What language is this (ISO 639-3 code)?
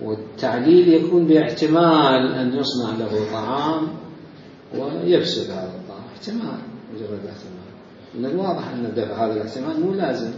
acm